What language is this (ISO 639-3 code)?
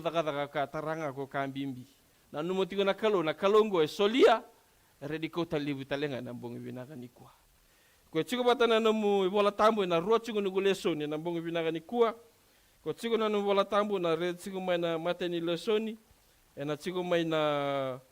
fij